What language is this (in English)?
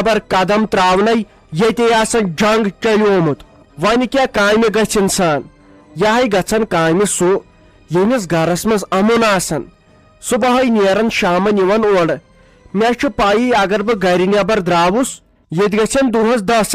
Kashmiri